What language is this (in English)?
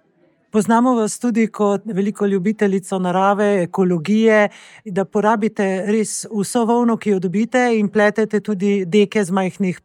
Slovenian